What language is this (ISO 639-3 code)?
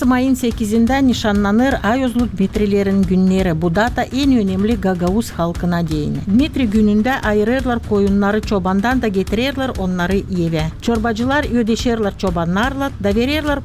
gag